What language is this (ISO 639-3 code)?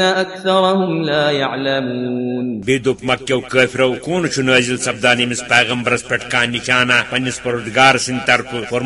kas